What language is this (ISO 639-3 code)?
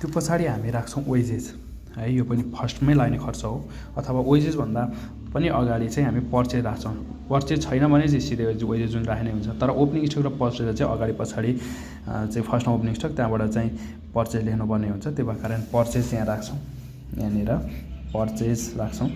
nep